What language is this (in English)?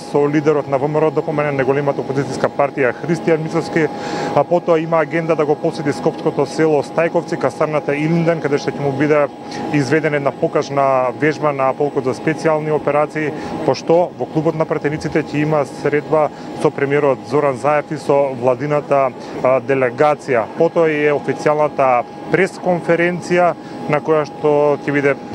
Macedonian